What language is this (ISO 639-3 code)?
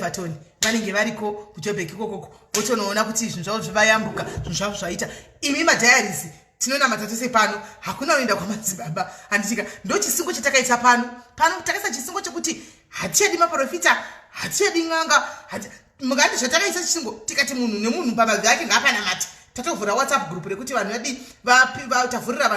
sna